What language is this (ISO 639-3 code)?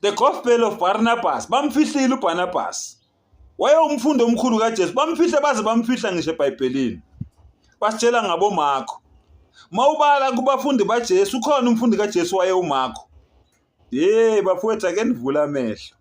zul